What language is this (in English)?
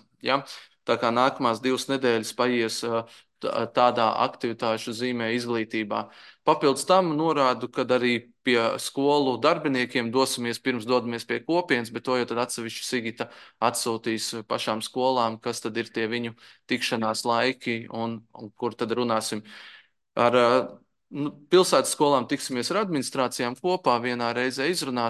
Latvian